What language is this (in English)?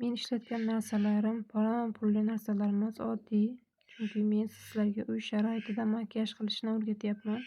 Uzbek